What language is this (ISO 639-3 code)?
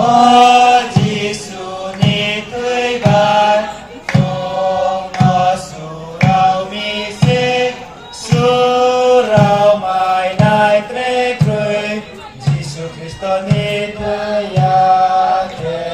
ria